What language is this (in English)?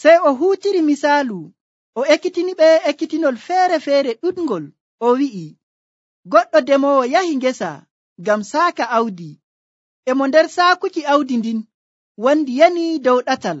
Nigerian Fulfulde